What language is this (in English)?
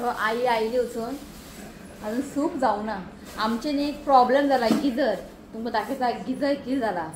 Konkani